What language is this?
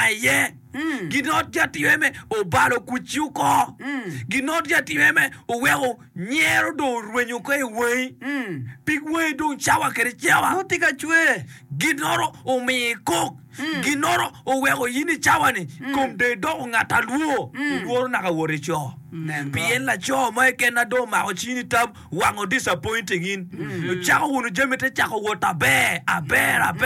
Acoli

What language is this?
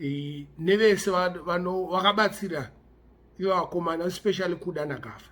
Shona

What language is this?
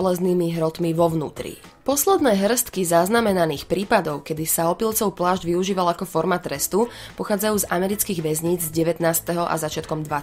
Slovak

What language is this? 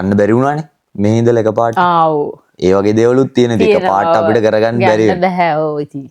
Sinhala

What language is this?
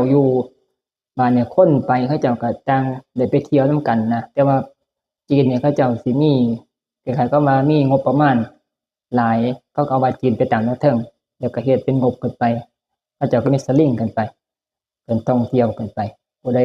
Northeastern Thai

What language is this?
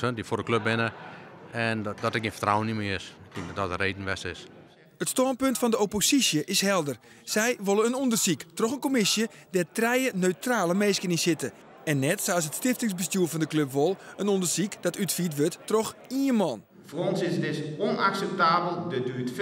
Western Frisian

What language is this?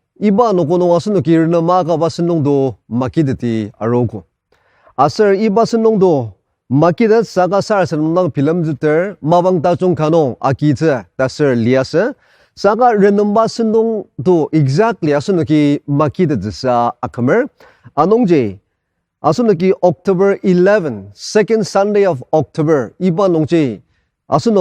Ao Naga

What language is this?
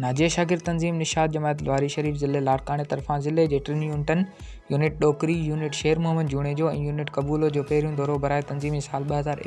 Sindhi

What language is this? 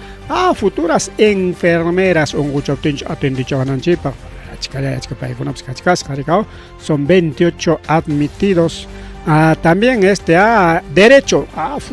Ayacucho Quechua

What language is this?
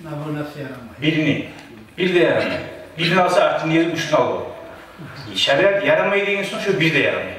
Kumyk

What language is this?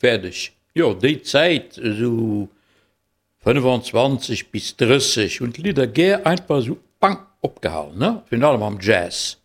Luxembourgish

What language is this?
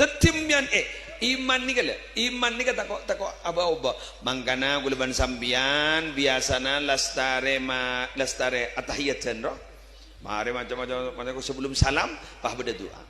Madurese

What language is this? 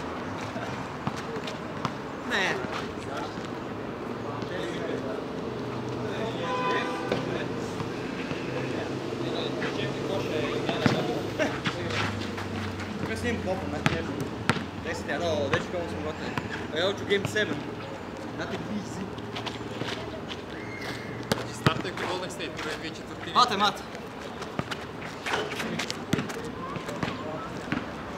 Croatian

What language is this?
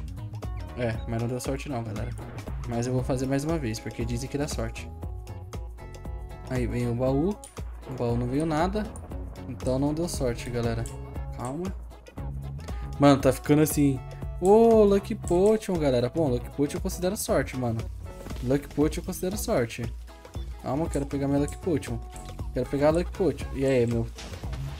Portuguese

